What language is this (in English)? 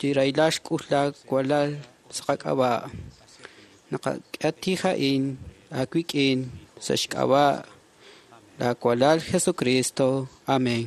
Kekchí